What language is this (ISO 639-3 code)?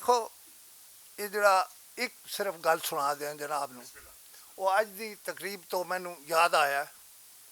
lah